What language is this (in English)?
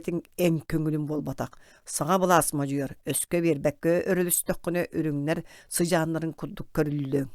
Yakut